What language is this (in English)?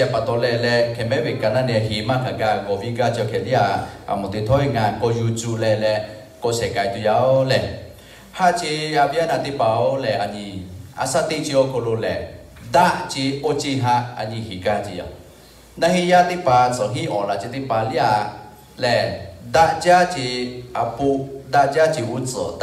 Lahu